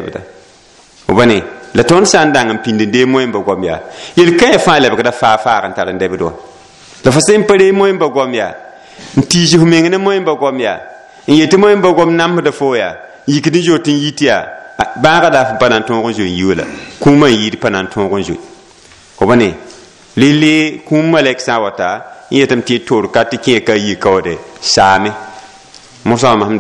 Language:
Mossi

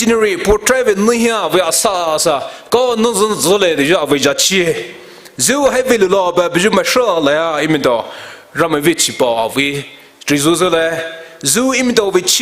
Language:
Poumei Naga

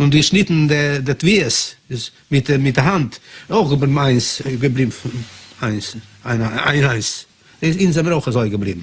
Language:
Yiddish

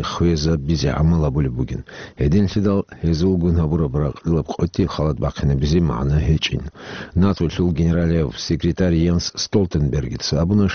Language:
Avaric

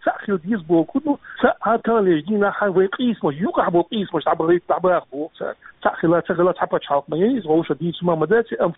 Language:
Chechen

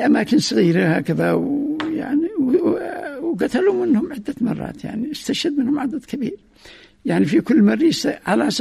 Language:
Arabic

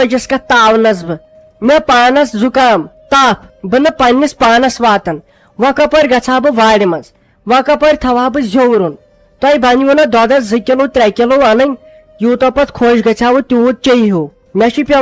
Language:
Kashmiri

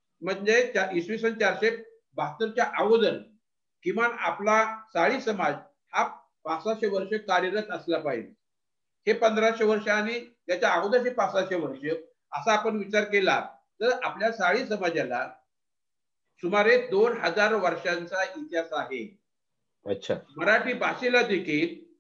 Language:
Marathi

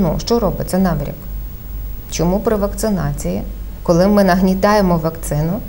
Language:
Ukrainian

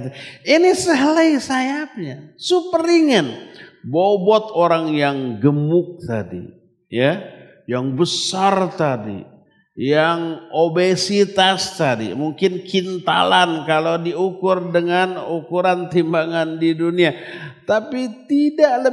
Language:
Indonesian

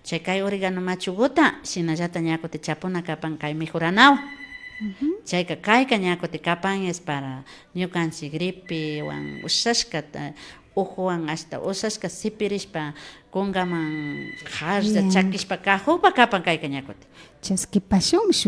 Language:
Imbabura Highland Quichua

